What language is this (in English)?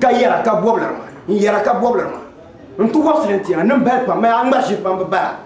Dagbani